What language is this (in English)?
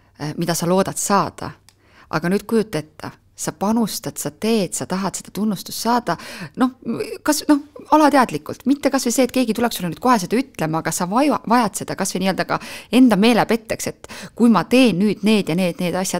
Estonian